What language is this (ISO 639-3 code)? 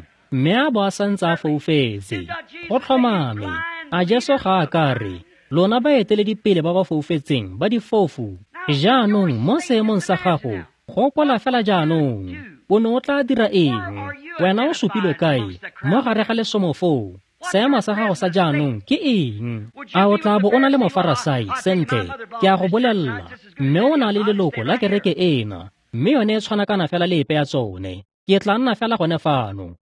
tsn